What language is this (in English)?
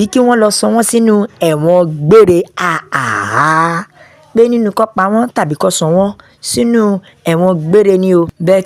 Yoruba